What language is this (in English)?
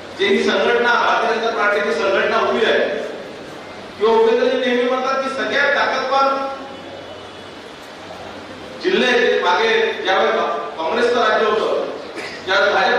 Marathi